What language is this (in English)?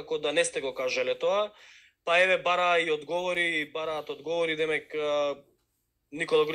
Macedonian